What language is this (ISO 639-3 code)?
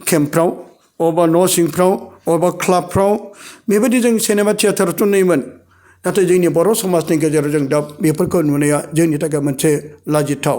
brx